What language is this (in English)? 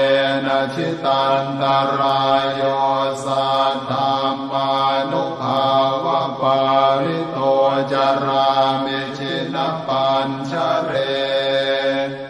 Pali